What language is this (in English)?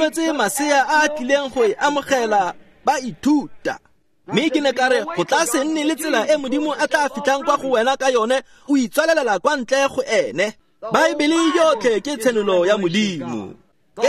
Tswana